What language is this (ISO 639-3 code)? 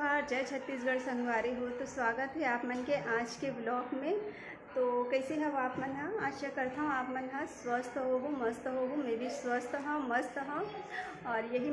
hne